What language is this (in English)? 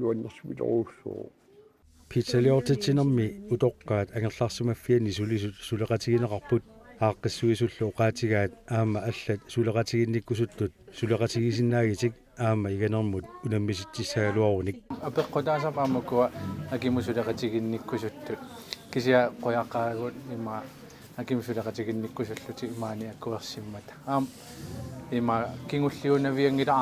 Kalaallisut